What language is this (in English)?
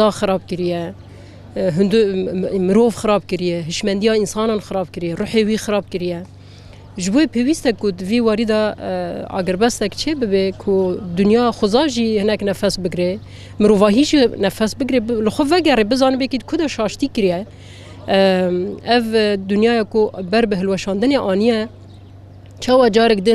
Kurdish